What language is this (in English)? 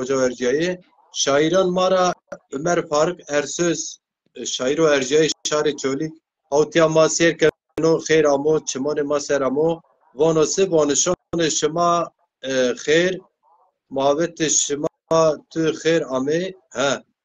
Zaza